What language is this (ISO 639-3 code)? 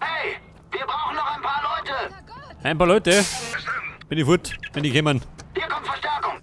bar